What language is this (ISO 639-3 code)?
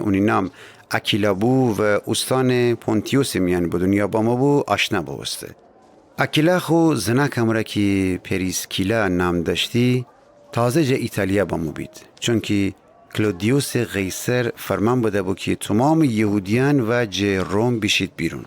glk